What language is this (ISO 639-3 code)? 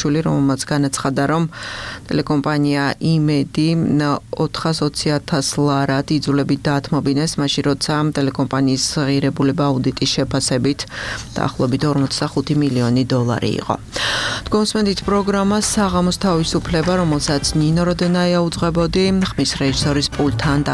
kat